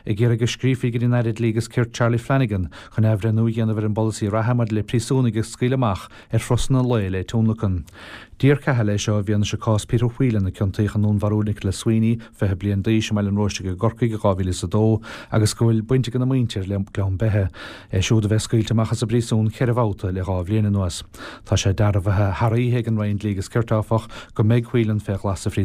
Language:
Irish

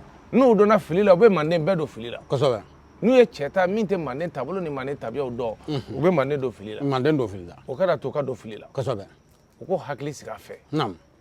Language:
Bambara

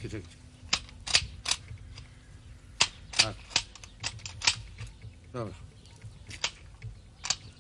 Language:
Serbian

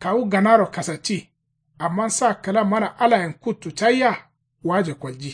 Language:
Kanuri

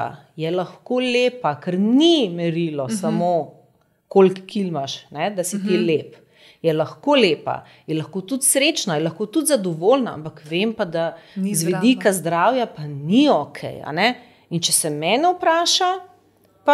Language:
Slovenian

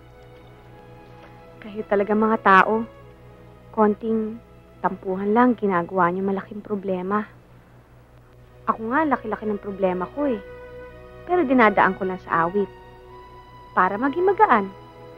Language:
Filipino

